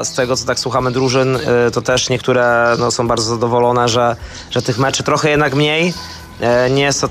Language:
Polish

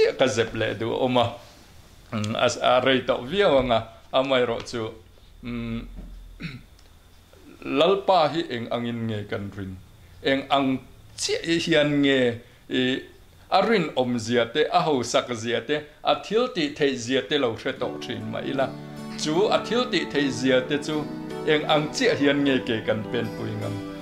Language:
Mizo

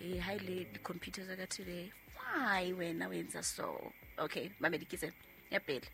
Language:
Southern Sotho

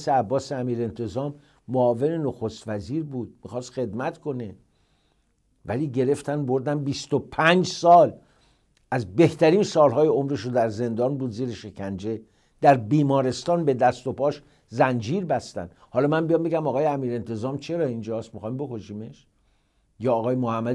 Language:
Persian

